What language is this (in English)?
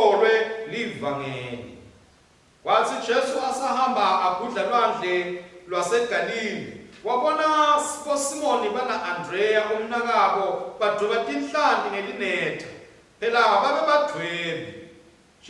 Swati